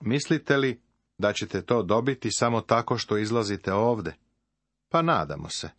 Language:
Serbian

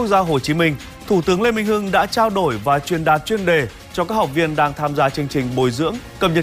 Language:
Vietnamese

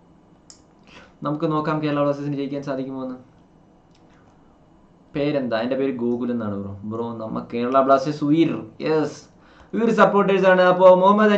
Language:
Malayalam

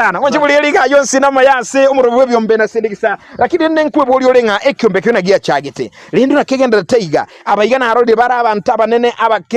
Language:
Gusii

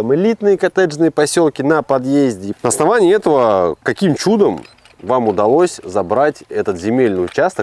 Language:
Russian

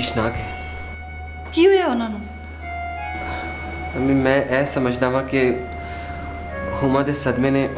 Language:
Punjabi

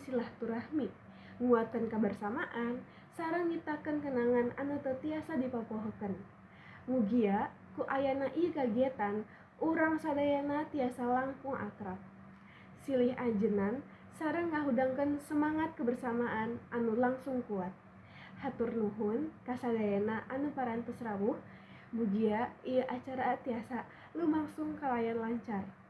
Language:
Sundanese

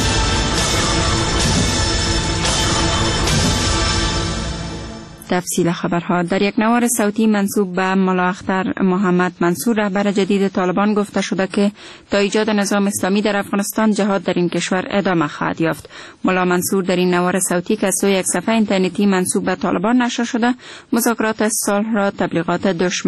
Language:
Persian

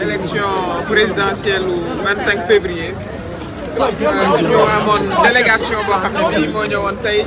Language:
Wolof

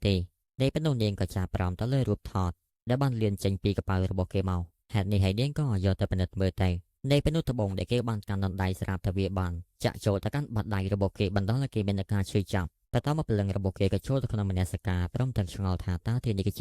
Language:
Khmer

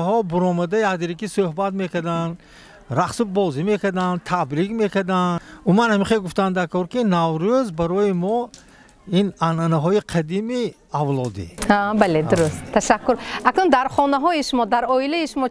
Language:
Tajik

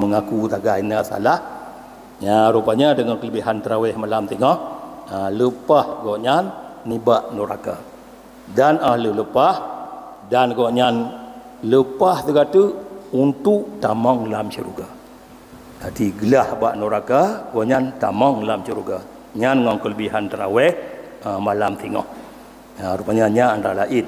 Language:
Achinese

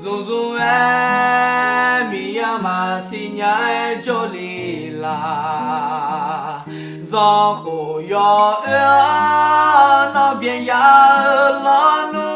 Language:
Akha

